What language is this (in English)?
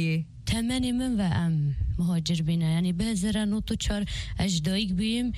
Kurdish